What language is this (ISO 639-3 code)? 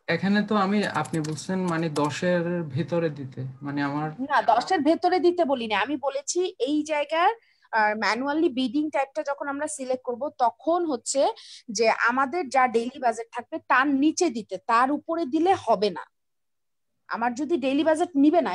ben